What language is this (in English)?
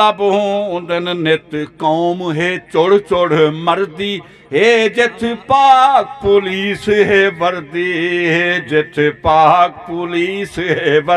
Saraiki